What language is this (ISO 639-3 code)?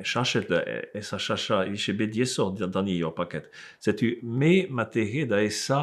bre